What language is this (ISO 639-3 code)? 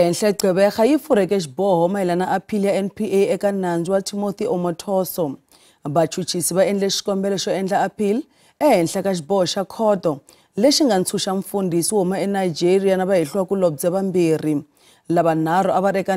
tso